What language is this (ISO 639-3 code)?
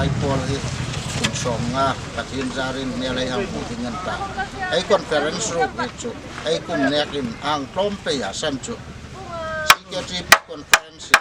hmr